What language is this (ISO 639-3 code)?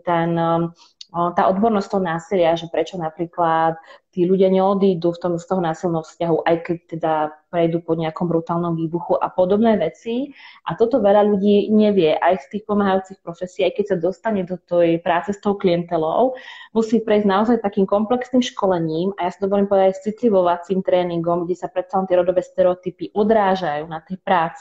slk